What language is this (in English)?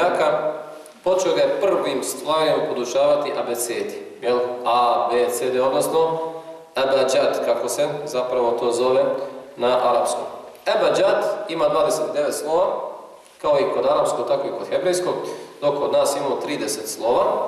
Bosnian